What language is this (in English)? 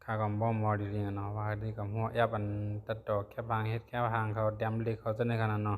Shan